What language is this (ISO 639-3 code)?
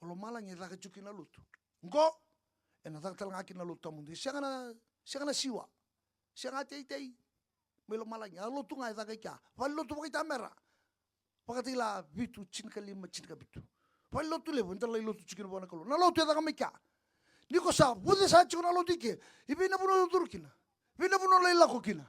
fij